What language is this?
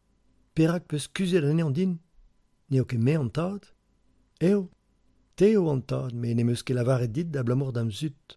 Breton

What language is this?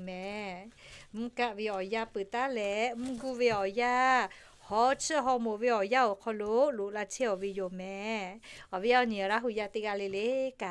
Lahu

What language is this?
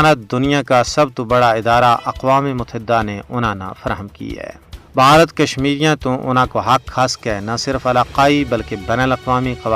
Gujari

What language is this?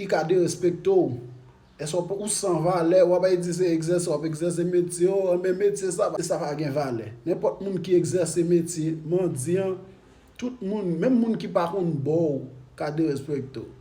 Haitian Creole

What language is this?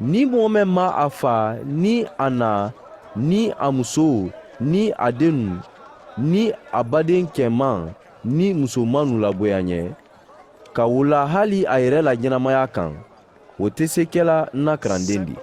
Mandingo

